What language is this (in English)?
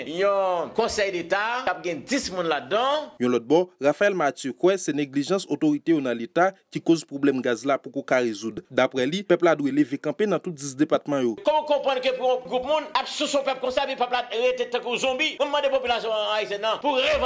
Haitian Creole